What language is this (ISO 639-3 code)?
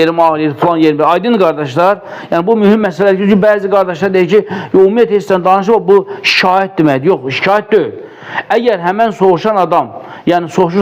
aze